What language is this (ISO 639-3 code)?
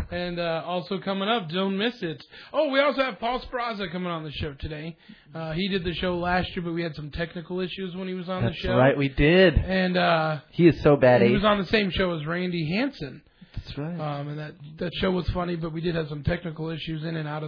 eng